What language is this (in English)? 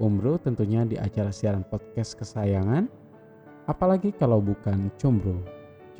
Indonesian